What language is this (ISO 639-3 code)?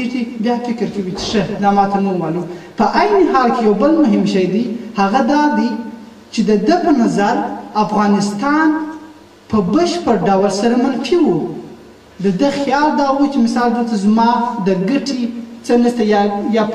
pus